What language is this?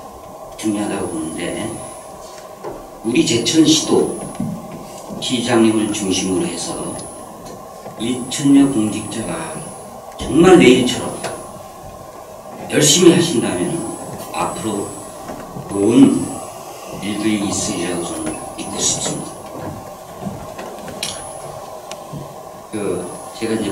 Korean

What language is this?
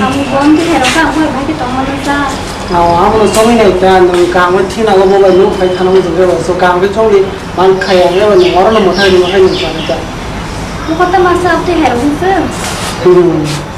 Kok Borok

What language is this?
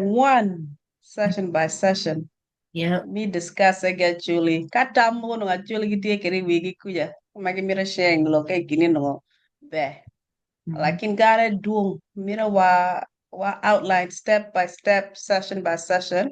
Acoli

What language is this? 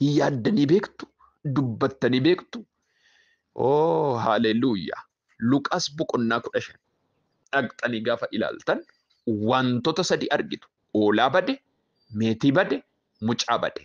Oromo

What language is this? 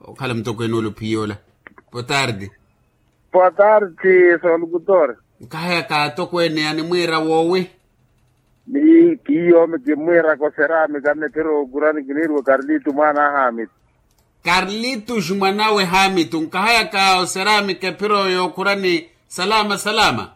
Makhuwa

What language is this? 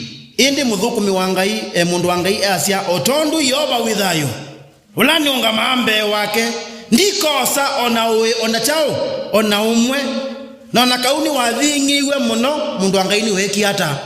Kamba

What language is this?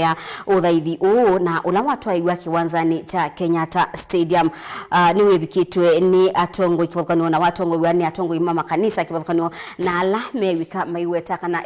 Kamba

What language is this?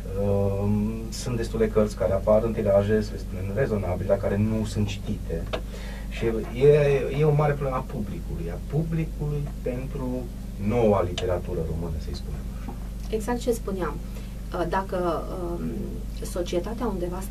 Romanian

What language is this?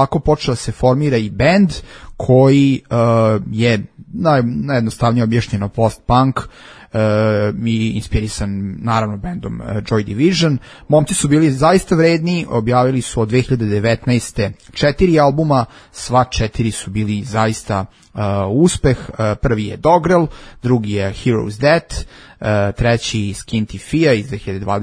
Serbian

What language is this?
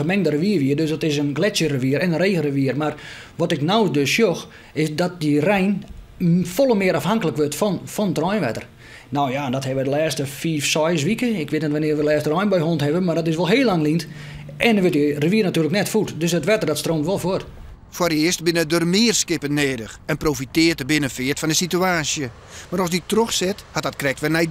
Western Frisian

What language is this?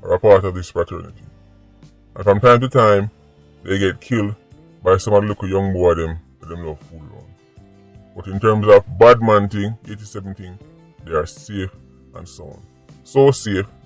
Jamaican Creole English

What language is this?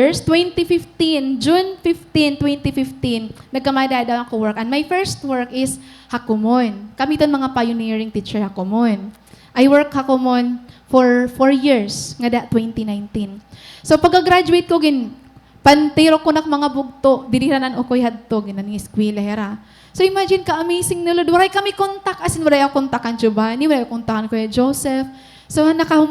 Waray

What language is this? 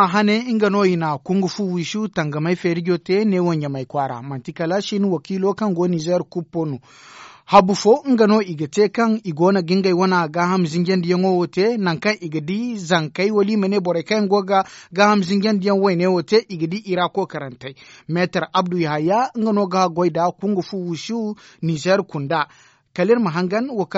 Zarma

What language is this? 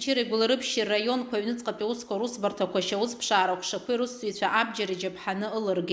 Abkhazian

